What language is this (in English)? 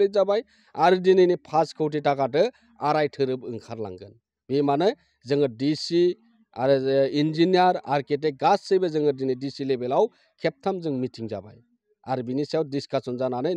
Bodo